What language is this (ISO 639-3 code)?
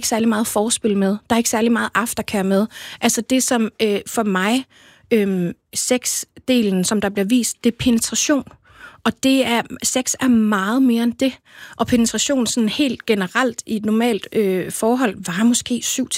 dan